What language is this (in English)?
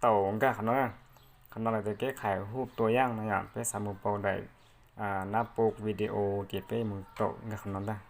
Hmong